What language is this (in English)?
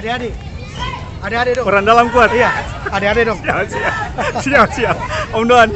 Ambonese Malay